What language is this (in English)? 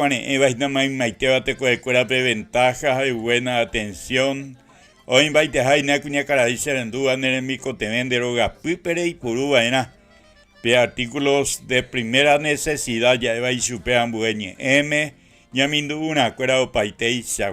Guarani